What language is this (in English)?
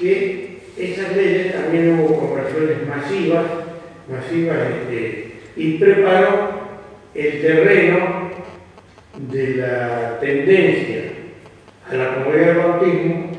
Ladino